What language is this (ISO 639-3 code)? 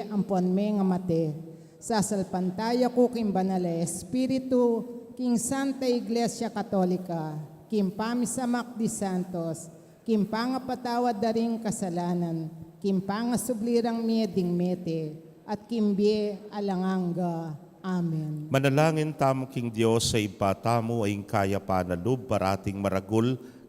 pam